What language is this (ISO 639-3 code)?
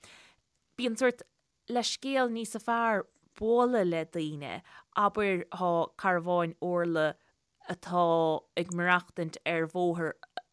gle